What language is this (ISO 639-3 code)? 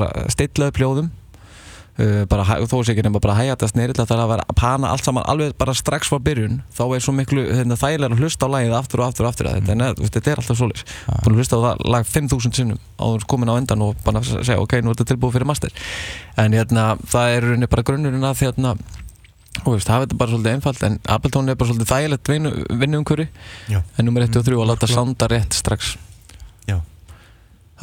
isl